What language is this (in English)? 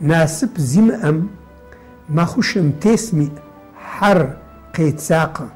Adyghe